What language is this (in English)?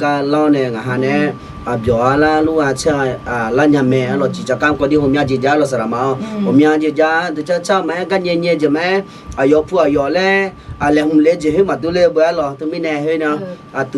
Akha